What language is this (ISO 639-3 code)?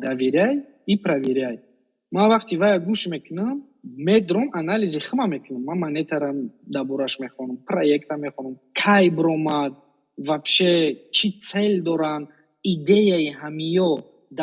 tgk